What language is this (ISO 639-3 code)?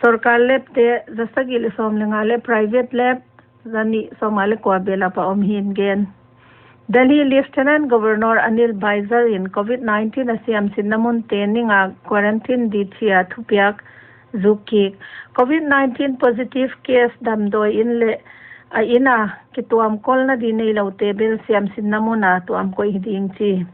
pck